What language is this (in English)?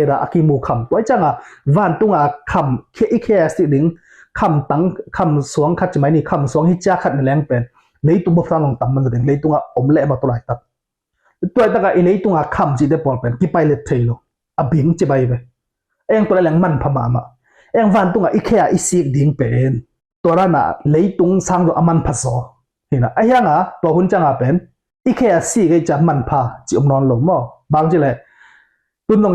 Tedim Chin